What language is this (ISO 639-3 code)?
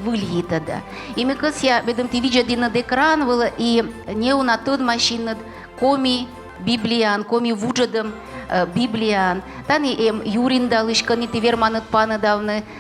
kom